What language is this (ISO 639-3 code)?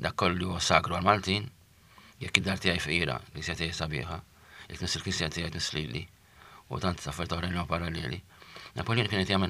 mlt